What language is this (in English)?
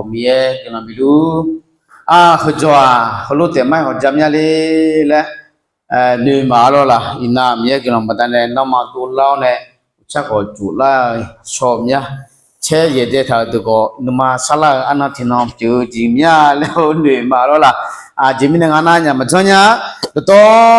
Akha